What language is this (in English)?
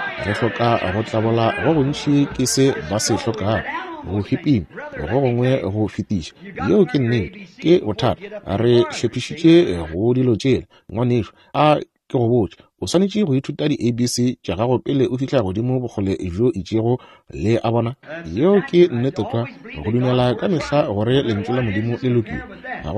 Northern Sotho